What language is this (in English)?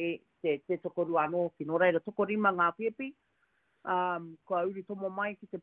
Māori